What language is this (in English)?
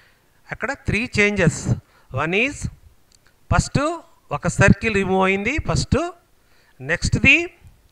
Telugu